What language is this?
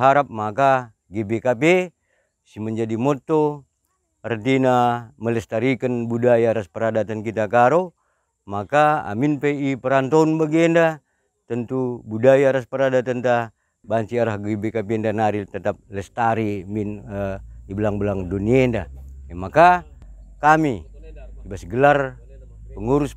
Batak Karo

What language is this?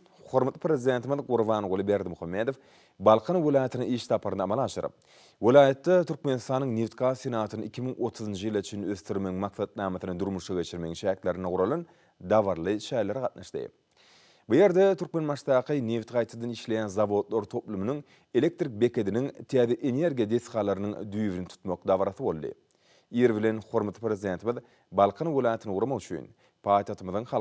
Turkmen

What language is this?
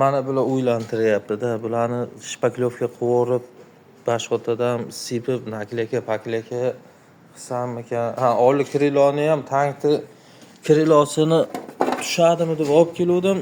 Uzbek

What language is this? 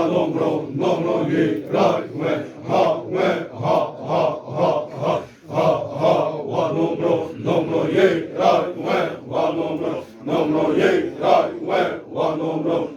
Xavánte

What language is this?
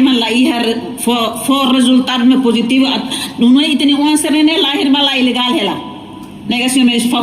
Tetum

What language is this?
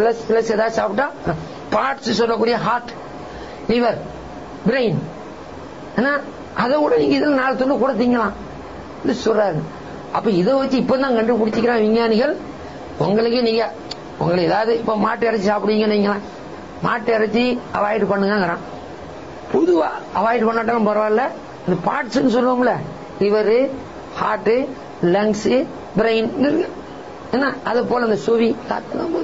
Tamil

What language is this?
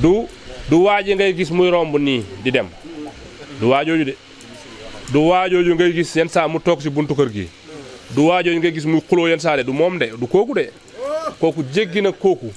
Wolof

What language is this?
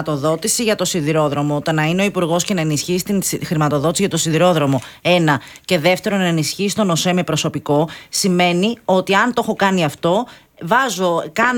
Greek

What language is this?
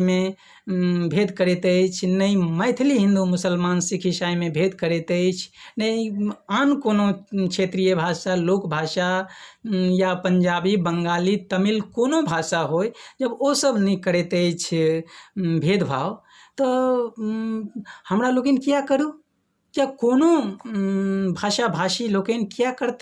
Maithili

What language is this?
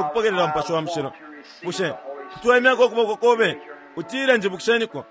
Bemba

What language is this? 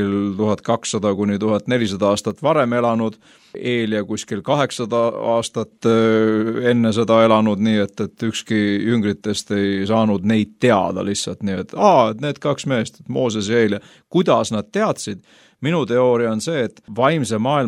Estonian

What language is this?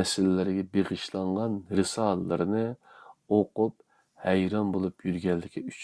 Uyghur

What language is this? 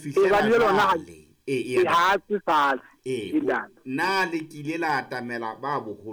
Southern Sotho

